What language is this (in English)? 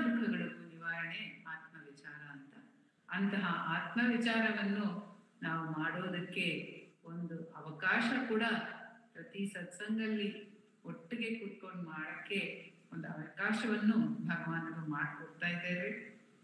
Kannada